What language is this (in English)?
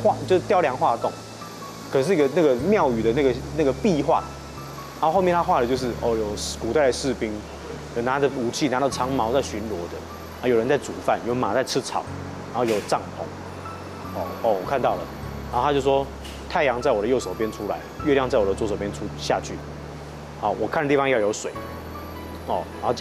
Chinese